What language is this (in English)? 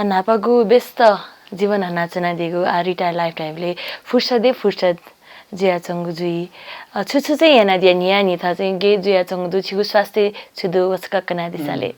Newari